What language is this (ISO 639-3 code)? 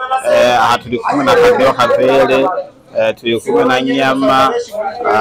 run